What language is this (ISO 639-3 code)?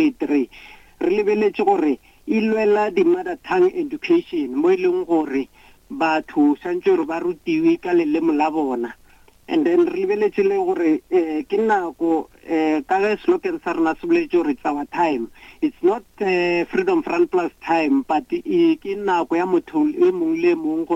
nso